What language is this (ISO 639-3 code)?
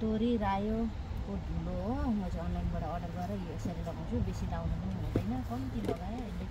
nep